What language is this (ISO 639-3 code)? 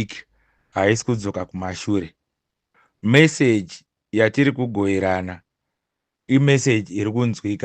sna